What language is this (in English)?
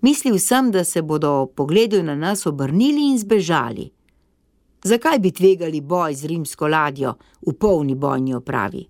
Slovenian